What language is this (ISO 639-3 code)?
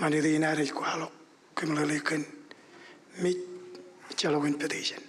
mah